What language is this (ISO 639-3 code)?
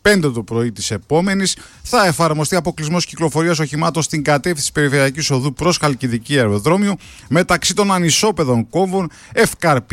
ell